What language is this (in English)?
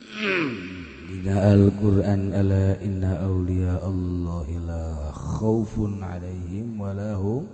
Sundanese